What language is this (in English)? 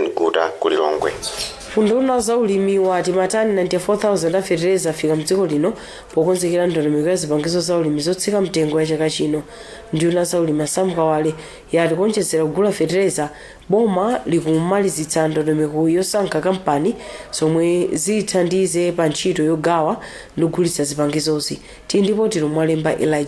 Nyanja